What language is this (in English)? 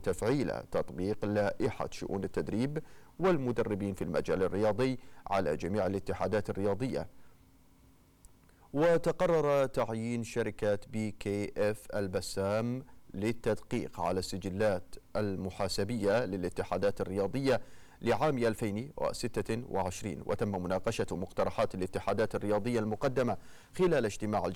Arabic